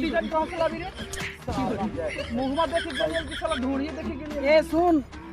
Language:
Magahi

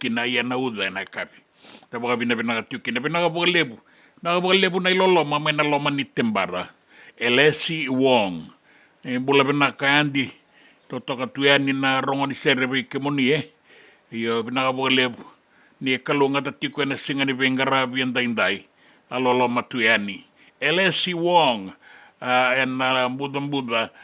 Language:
Fijian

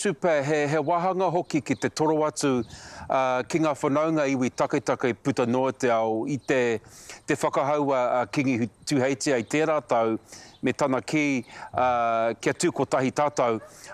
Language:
Māori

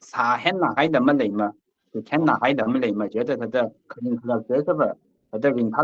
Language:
Tangkhul Naga (India)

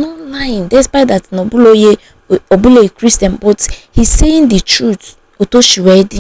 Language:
Igbo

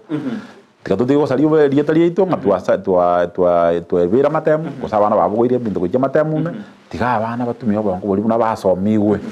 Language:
Gusii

